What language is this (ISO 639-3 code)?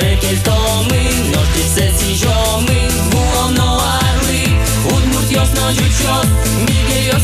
udm